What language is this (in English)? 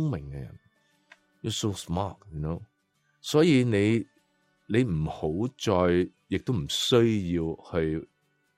Cantonese